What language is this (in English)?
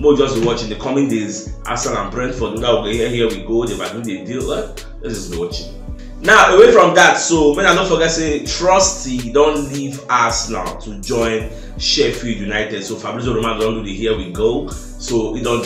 Nigerian Pidgin